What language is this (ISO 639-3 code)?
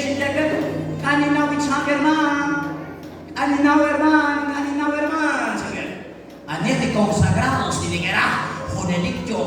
kek